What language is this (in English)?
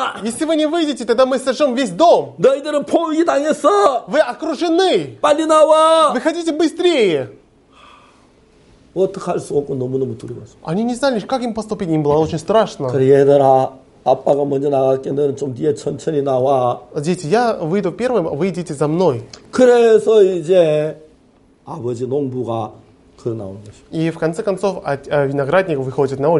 Korean